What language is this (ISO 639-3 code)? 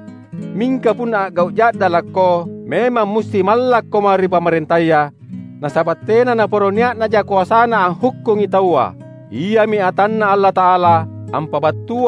mak